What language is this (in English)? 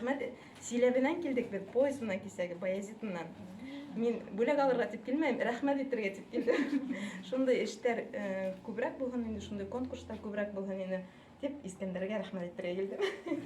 Bashkir